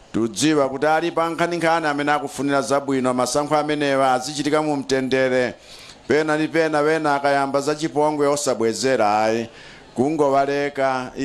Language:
Nyanja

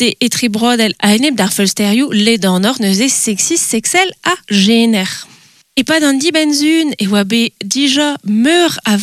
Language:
Breton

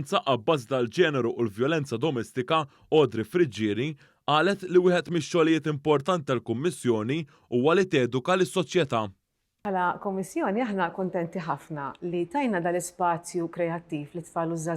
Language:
Maltese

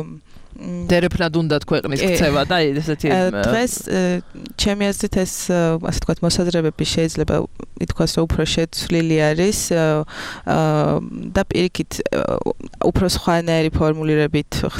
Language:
Georgian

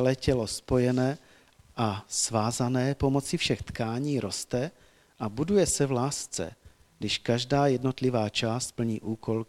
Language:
Czech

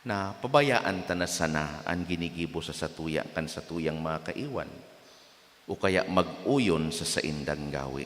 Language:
Bikol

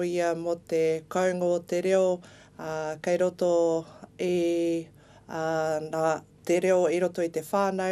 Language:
Māori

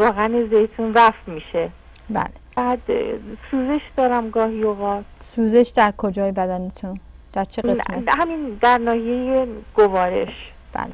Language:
Persian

